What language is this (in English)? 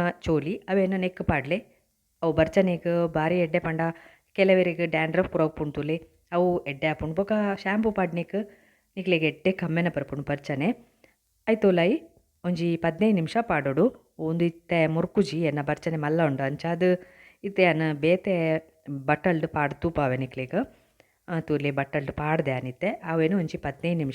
Tulu